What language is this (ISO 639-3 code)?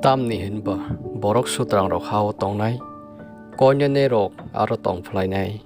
trp